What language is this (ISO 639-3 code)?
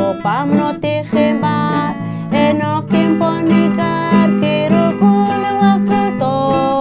poh